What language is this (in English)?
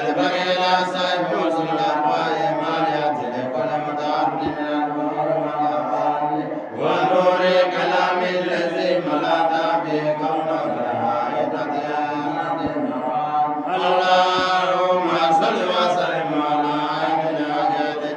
Bambara